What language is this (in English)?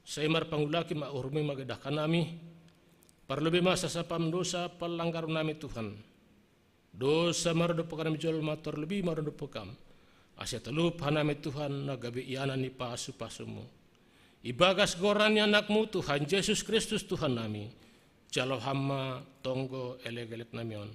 Batak Simalungun